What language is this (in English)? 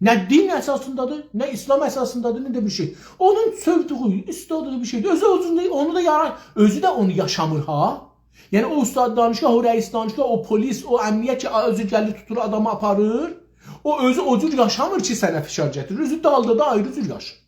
South Azerbaijani